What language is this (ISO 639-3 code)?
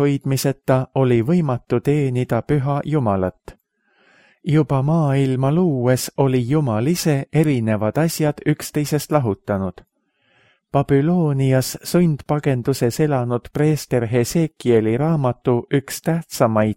est